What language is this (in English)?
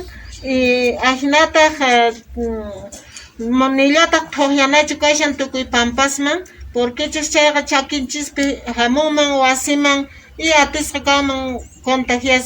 Quechua